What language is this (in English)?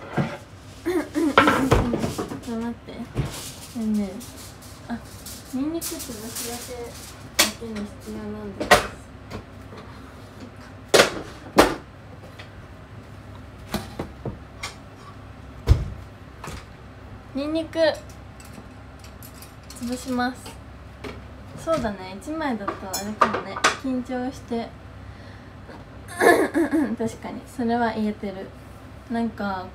Japanese